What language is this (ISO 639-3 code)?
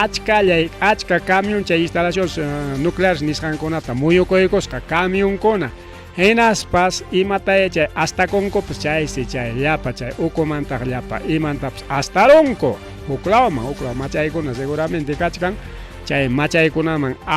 quy